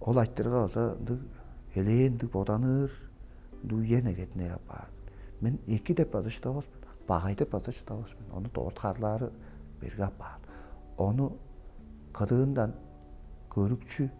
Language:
Tuvinian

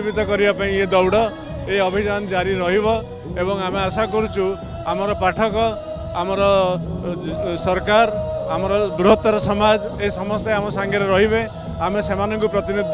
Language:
Odia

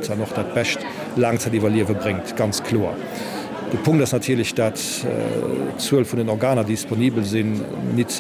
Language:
Luxembourgish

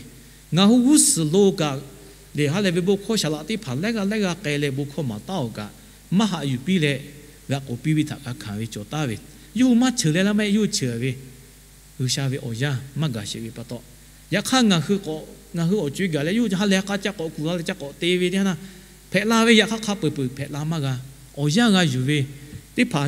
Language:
Lahu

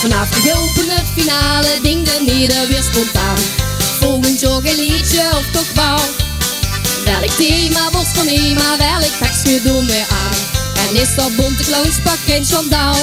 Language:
Limburgish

